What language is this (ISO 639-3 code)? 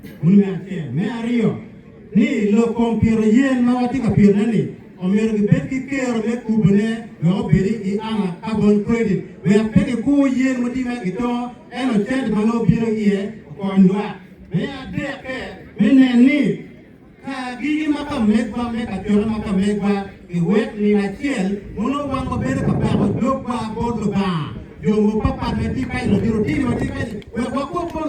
ach